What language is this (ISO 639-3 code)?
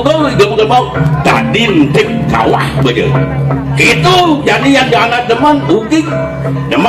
ban